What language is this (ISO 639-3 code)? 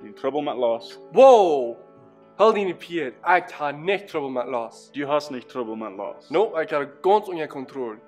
pdt